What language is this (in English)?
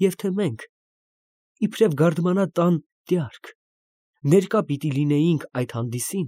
Armenian